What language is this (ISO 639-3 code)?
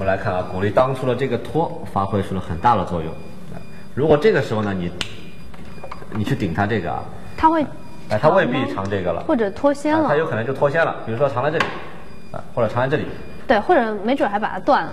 zho